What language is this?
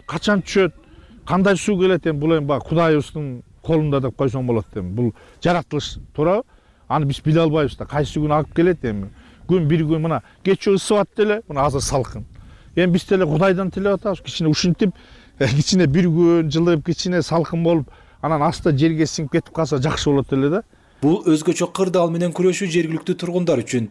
Kyrgyz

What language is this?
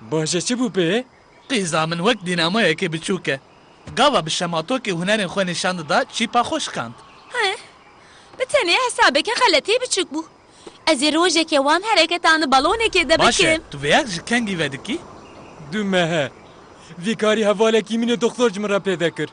Kurdish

